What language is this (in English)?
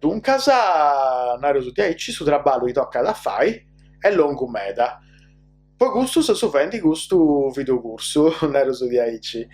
Sardinian